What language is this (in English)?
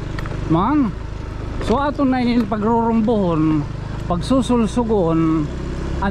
Waray